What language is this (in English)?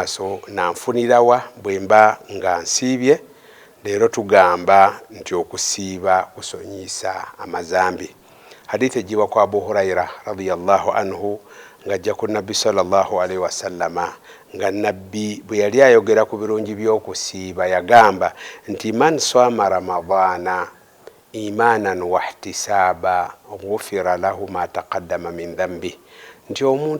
Ganda